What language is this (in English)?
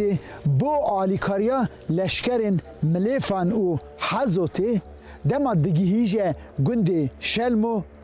Kurdish